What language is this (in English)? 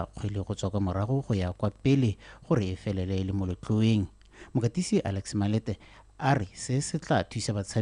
Tswana